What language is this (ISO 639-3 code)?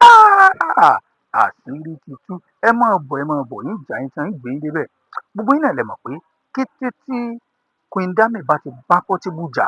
yor